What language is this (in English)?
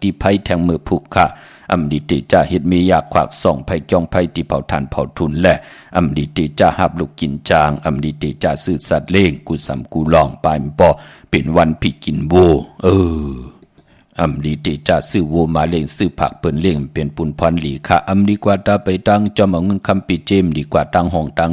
Shan